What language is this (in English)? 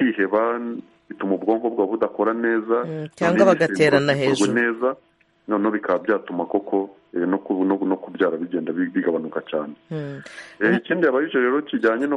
Kinyarwanda